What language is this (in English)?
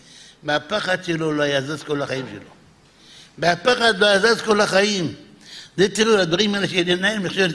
Hebrew